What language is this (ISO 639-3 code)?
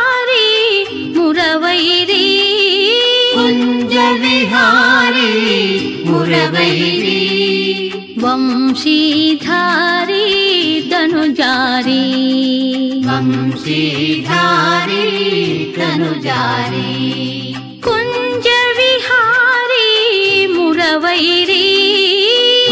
kan